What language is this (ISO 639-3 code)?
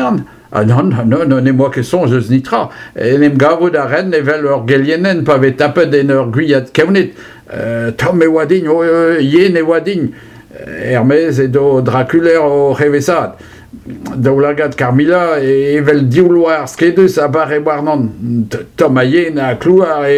bre